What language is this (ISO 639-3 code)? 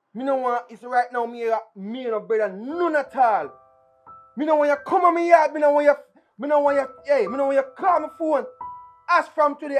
jam